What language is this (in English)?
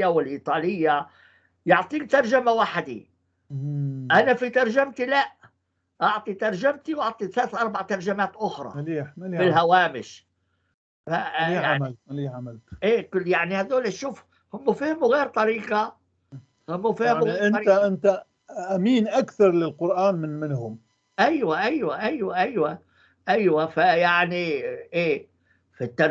North Levantine Arabic